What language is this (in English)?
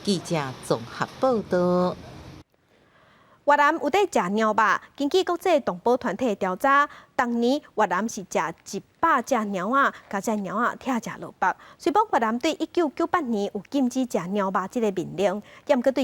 Min Nan Chinese